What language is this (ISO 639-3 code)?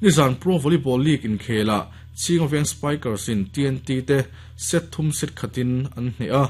lus